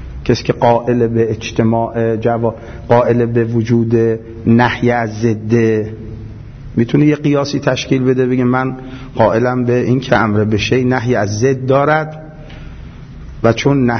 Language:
Persian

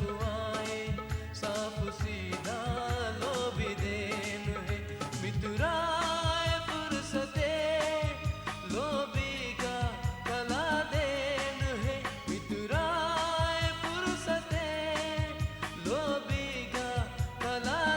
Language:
Divehi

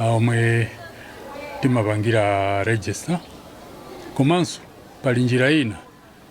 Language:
Nyanja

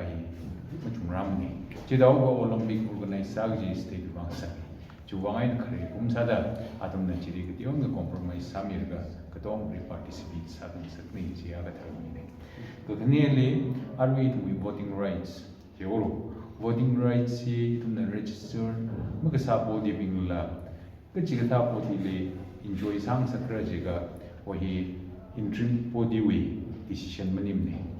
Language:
Tangkhul Naga (India)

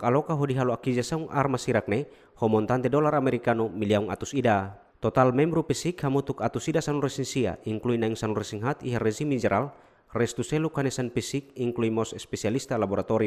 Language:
Tetum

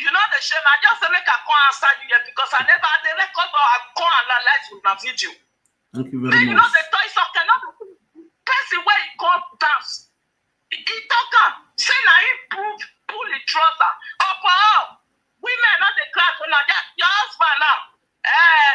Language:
Nigerian Pidgin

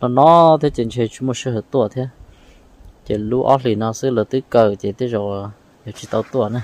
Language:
Hmong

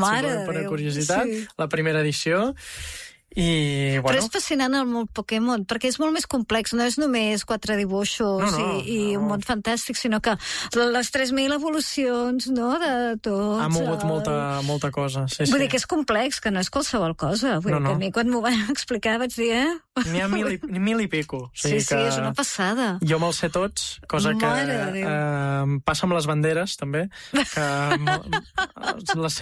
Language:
Catalan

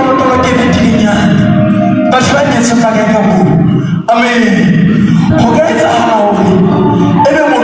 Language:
Southern Sotho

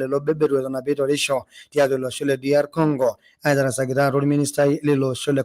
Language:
Masai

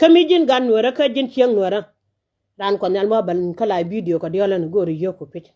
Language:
Nuer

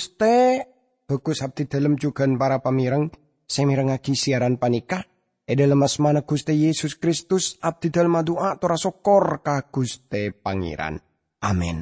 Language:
Madurese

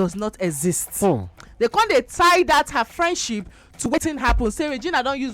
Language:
Nigerian Pidgin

